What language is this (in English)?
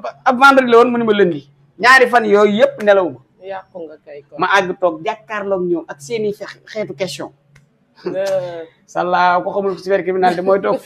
Wolof